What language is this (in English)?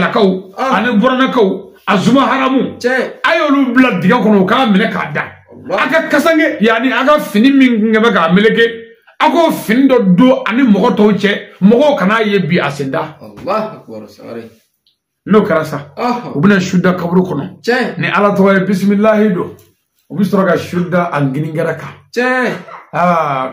Bambara